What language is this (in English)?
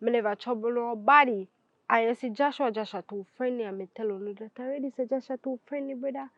Jamaican Creole English